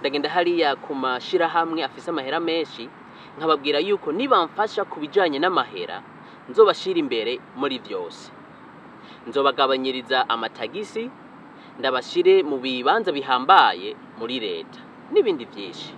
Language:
Rundi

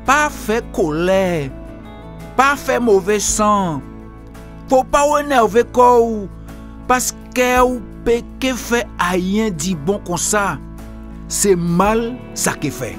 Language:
Guadeloupean Creole French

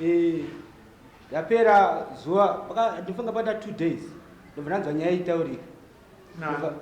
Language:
Shona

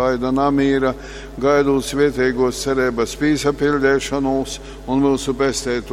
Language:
Latgalian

